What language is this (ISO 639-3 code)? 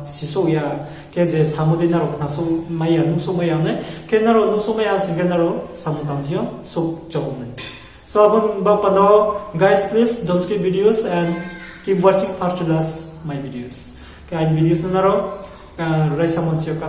ria